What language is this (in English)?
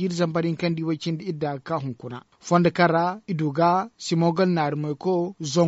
Zarma